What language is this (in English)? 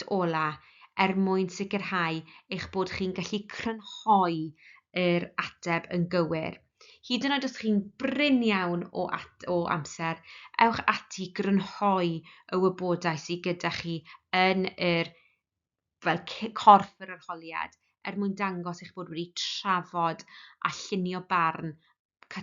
Welsh